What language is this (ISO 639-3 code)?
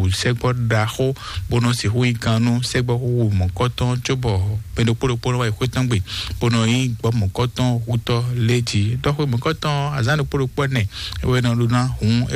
fon